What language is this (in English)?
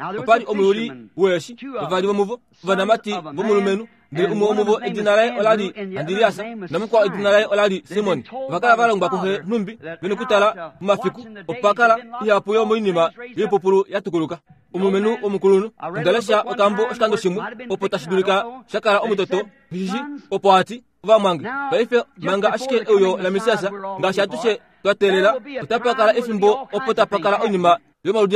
Kuanyama